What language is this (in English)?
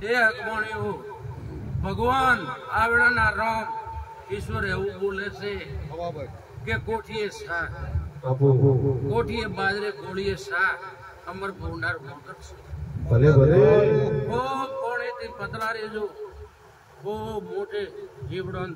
Gujarati